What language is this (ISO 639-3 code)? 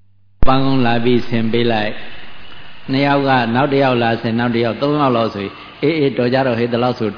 mya